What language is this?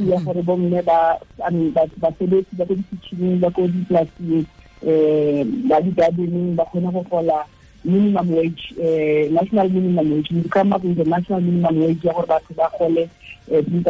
Tswana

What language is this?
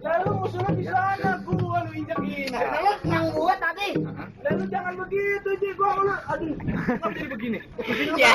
Betawi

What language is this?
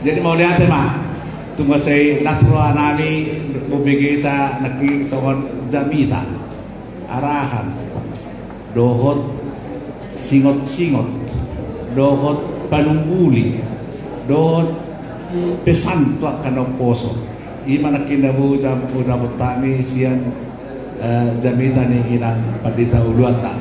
Batak Toba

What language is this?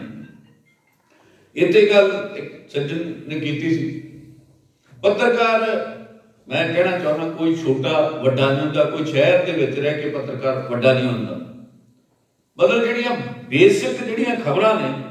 Punjabi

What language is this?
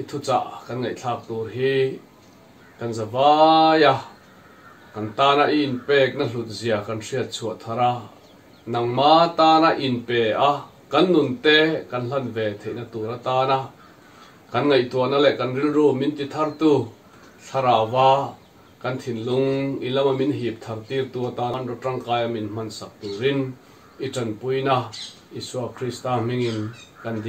Mizo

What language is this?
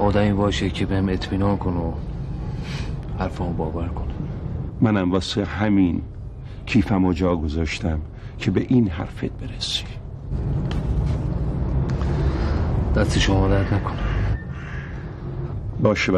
Persian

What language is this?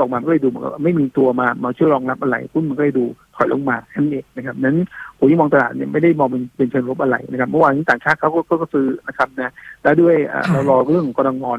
Thai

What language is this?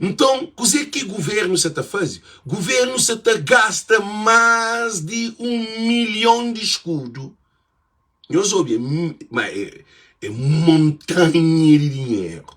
Kabuverdianu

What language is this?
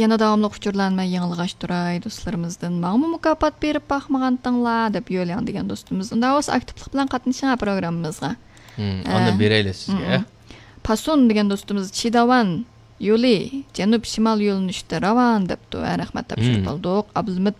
Uyghur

